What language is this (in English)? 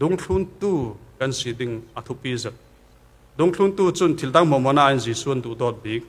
Falam Chin